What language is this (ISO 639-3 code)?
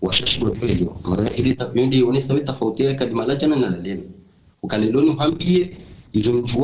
zdj